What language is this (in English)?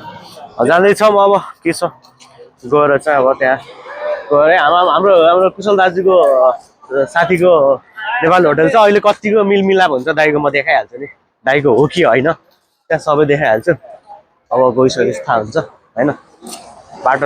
Nepali